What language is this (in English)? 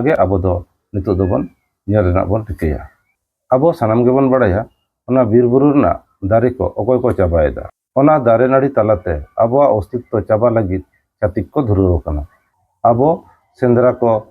Santali